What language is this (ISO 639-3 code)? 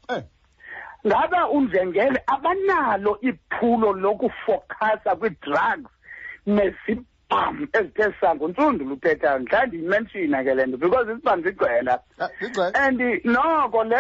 xho